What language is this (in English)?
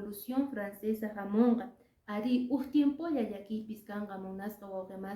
Quechua